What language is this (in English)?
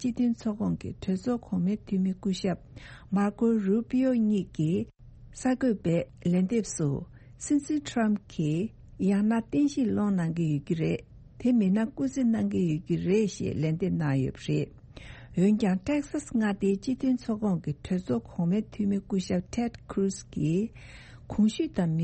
Tibetan